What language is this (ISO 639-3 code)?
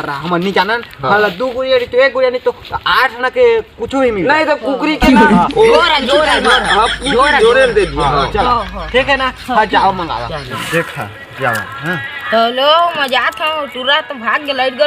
hne